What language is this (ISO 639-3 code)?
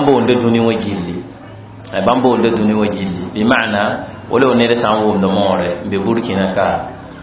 mos